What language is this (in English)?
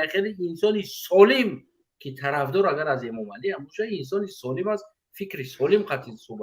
Tajik